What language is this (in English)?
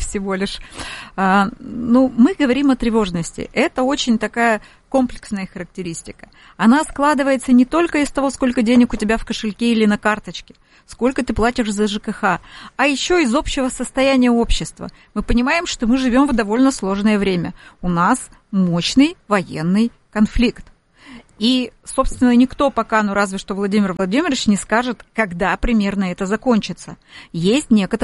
Russian